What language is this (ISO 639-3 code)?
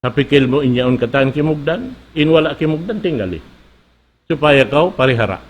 tsg